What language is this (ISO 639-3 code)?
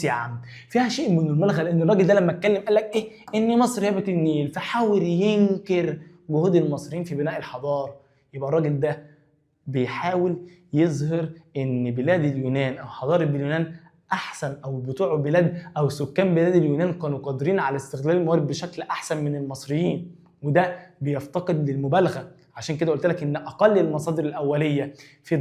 arz